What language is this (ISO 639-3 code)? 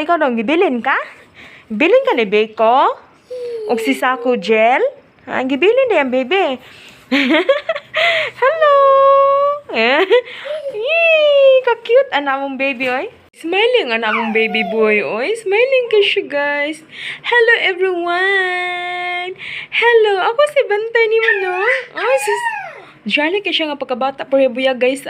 ceb